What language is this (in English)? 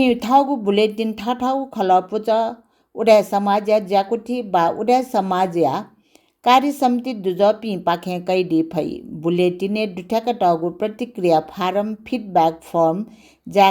Newari